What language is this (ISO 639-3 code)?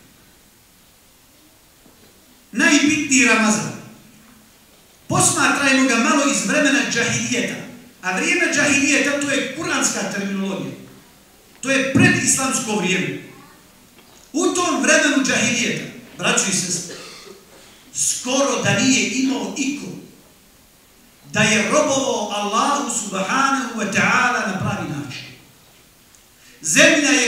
bos